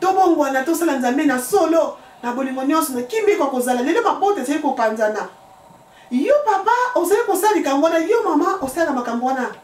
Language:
Lingala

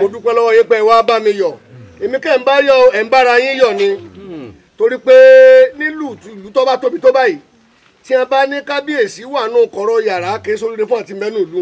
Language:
Yoruba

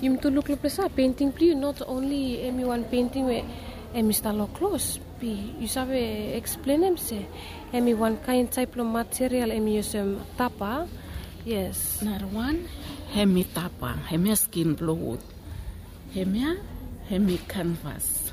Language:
Bislama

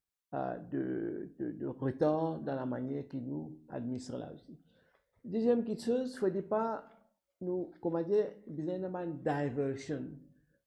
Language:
Morisyen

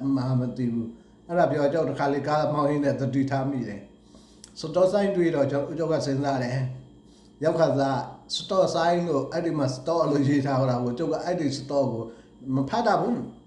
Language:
Burmese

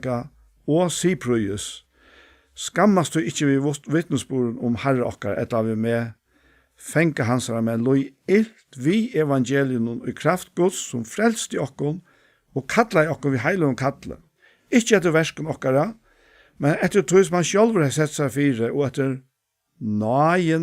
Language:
Faroese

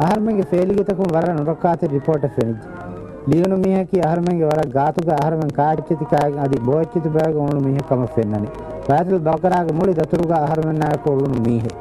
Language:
Divehi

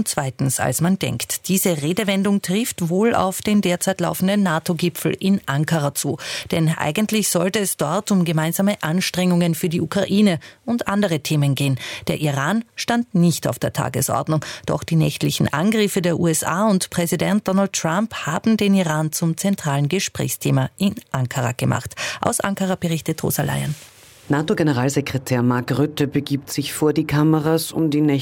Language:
German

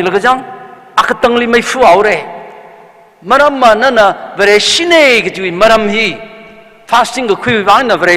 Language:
Tangkhul Naga (India)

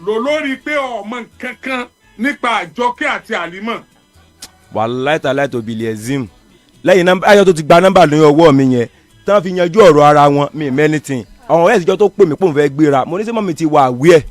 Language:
Yoruba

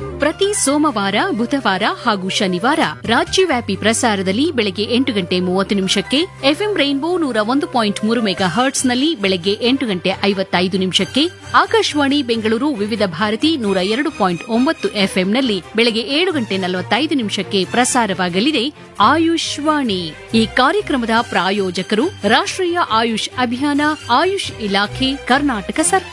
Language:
Kannada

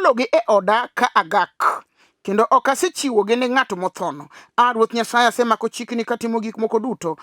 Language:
Luo (Kenya and Tanzania)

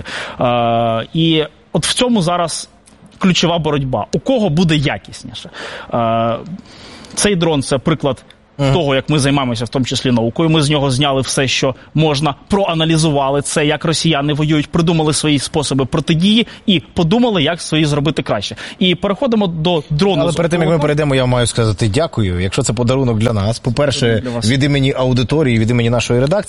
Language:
Ukrainian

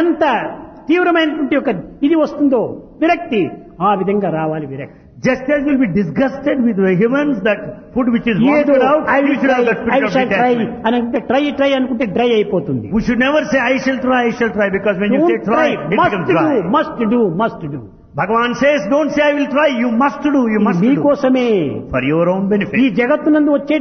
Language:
Telugu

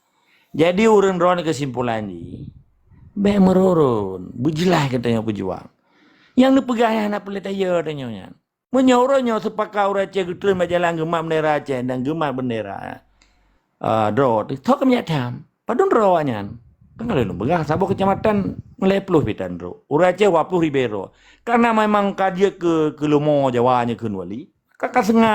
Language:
Achinese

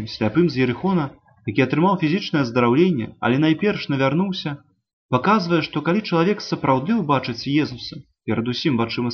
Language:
Belarusian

